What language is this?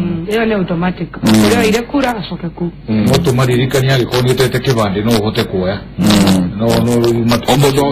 Kikuyu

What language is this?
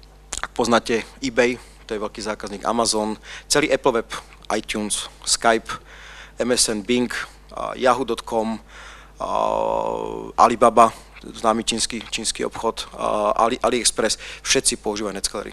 Slovak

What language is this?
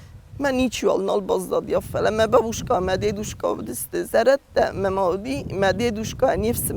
Ossetic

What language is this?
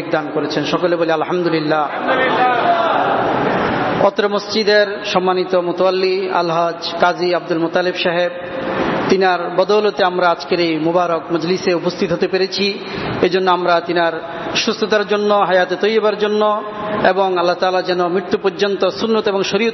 Bangla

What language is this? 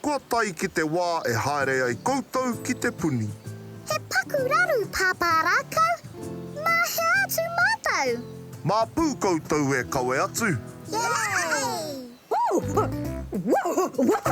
Māori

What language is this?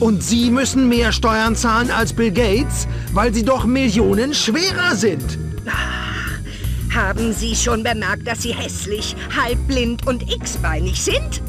Bavarian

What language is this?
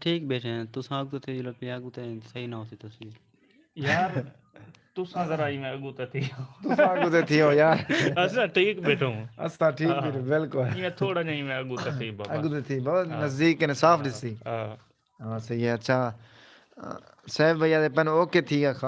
Saraiki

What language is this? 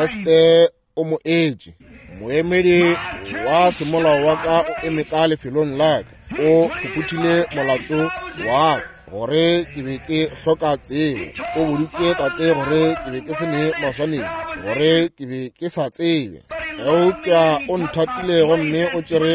Northern Sotho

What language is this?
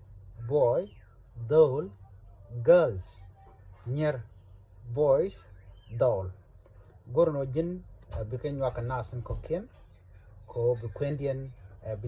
Nuer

